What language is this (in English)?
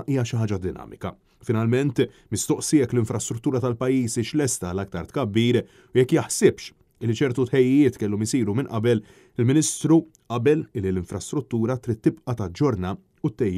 Maltese